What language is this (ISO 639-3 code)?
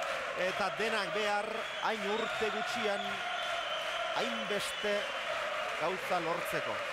eus